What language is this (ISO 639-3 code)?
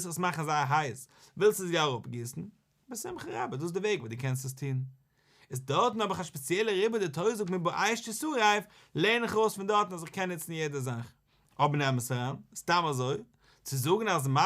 yid